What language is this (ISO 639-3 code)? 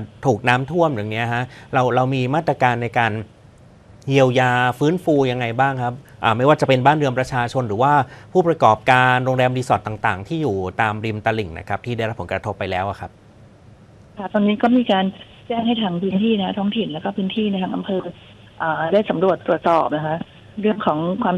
tha